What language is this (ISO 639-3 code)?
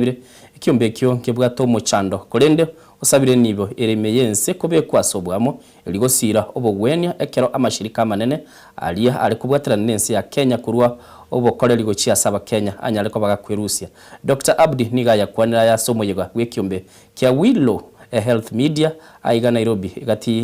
guz